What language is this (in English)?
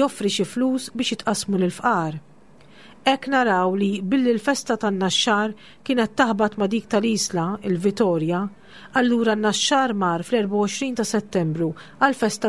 Maltese